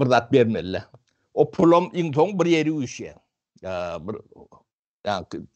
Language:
Turkmen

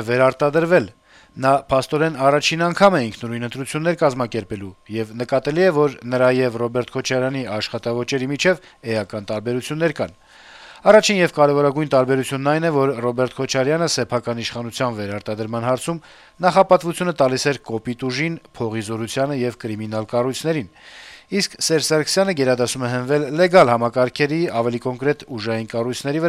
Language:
Armenian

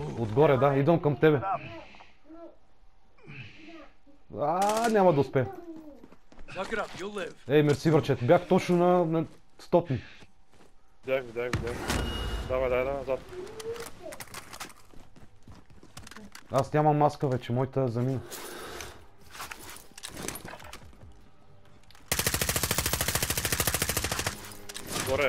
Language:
Bulgarian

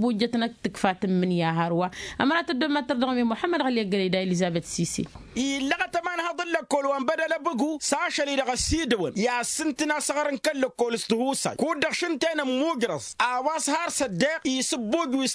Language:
Tamasheq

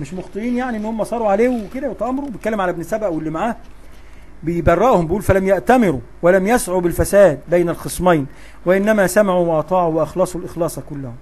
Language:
Egyptian Arabic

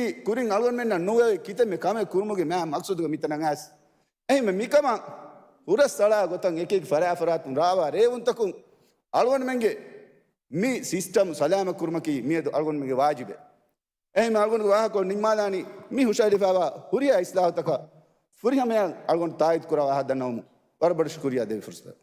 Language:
Divehi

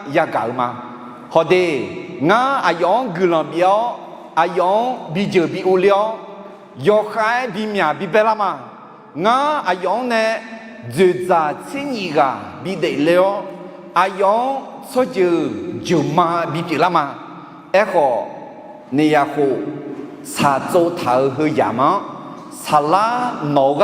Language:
Akha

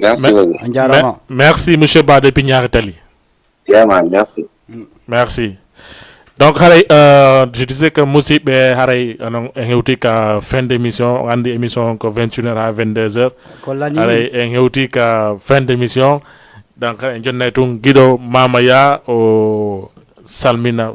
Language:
Fula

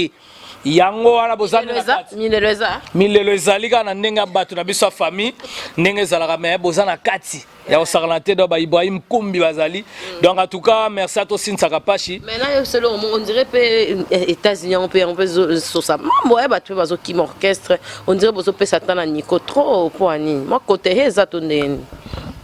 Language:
Lingala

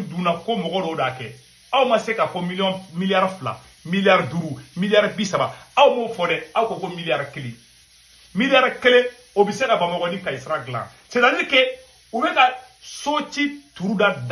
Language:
Bambara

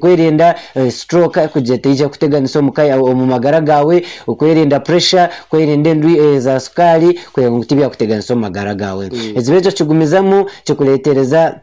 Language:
Nyankole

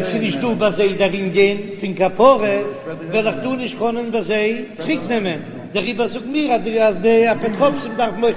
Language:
Yiddish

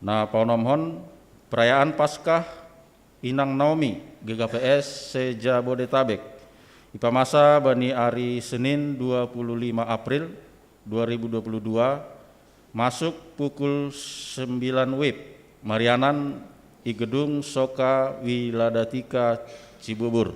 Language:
Batak Simalungun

